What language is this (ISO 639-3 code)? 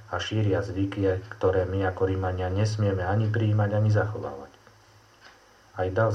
slk